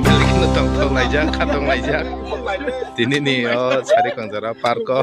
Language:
Kok Borok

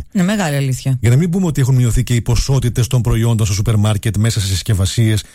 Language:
Greek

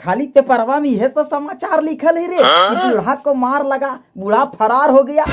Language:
Magahi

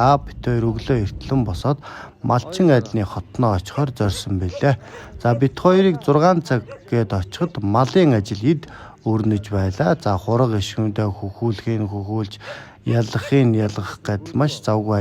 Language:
Mongolian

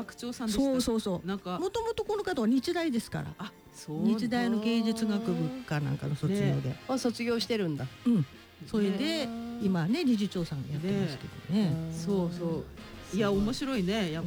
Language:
Japanese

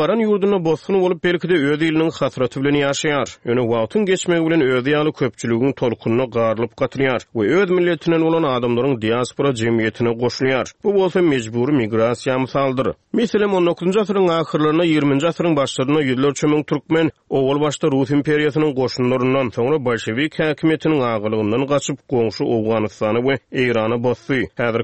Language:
Turkmen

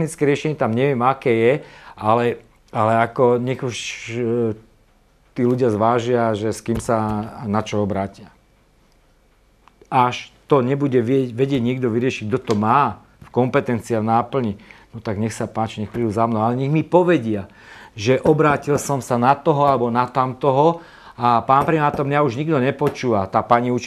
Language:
Slovak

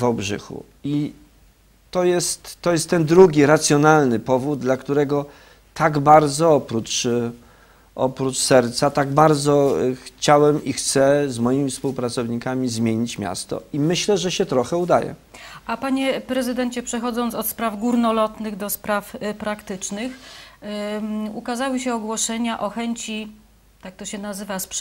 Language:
Polish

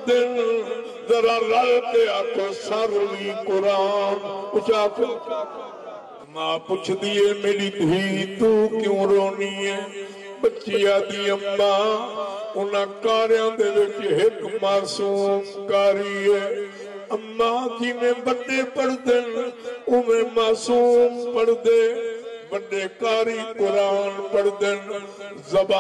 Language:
Saraiki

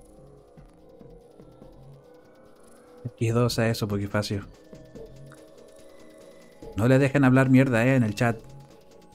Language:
Spanish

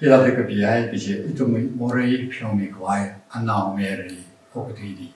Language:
Tangkhul Naga (India)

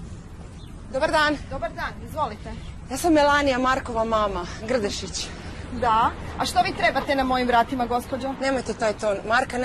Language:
Croatian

